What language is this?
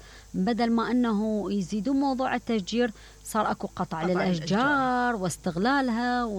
Mesopotamian Arabic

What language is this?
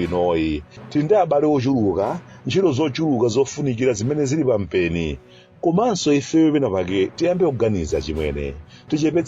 Nyanja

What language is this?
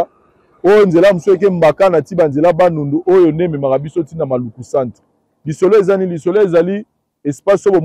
Lingala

